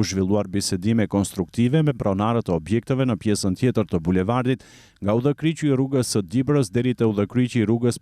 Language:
Albanian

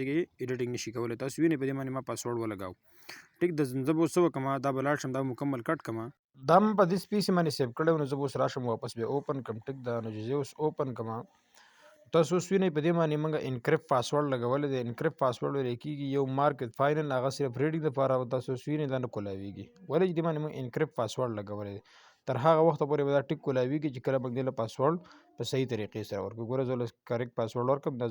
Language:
Pashto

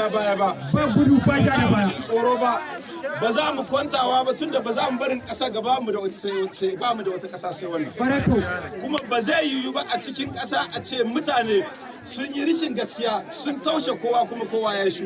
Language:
Hausa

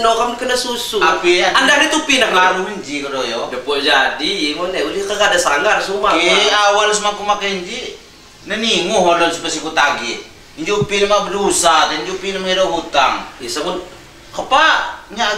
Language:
Lampung Api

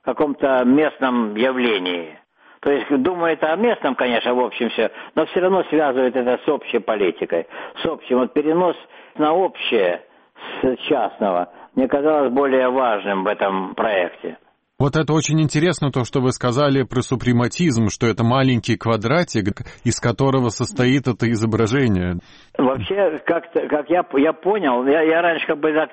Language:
Russian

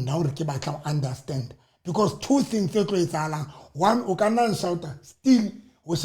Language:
Southern Sotho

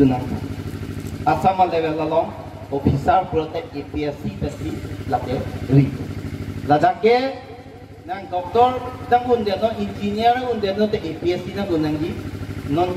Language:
Karbi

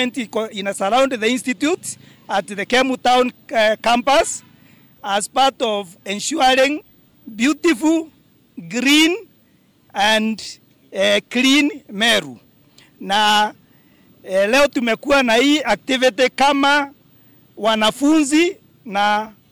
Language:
Meru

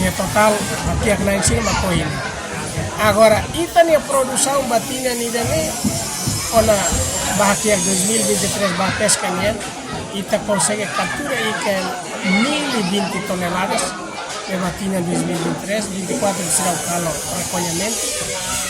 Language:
Tetum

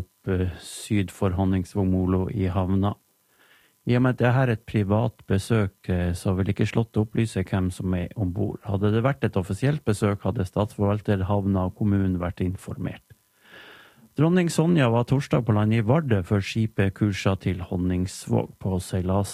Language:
Norwegian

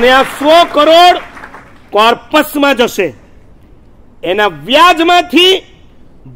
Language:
Gujarati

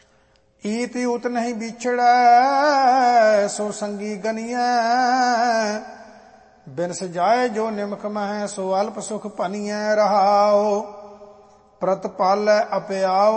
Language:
Punjabi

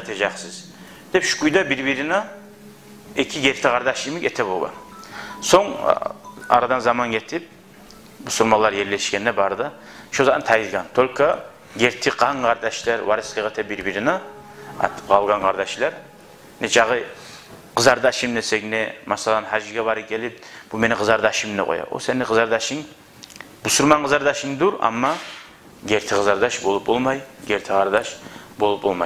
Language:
Kumyk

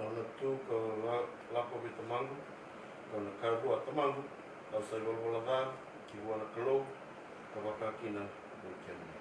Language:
Fijian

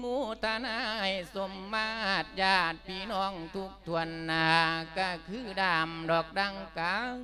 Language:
Lao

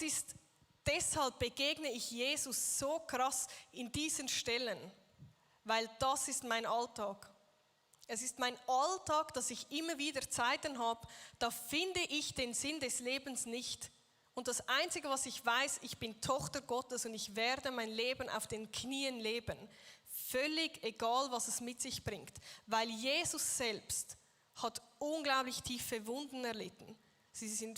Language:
Swiss German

